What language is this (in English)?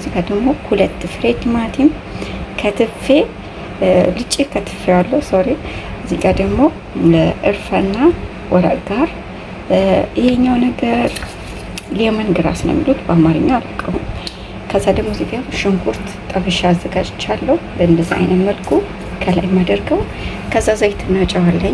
Amharic